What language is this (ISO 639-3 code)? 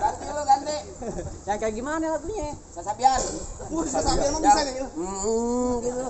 bew